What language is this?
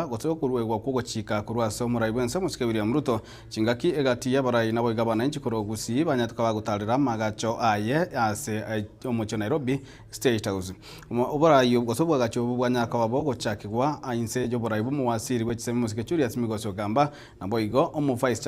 Gusii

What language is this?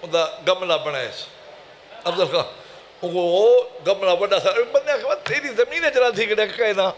Saraiki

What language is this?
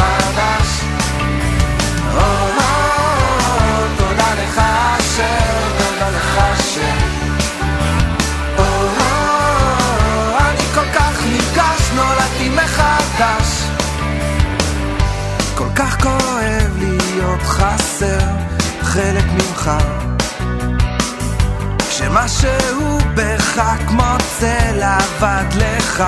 Hebrew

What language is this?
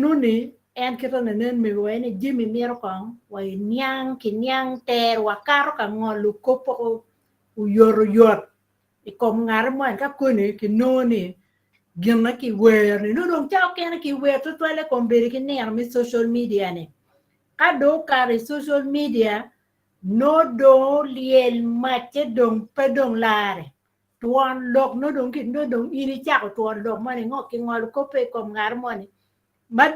Acoli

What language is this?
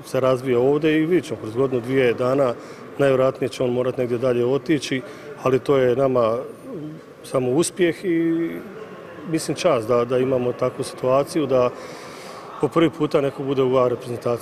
Croatian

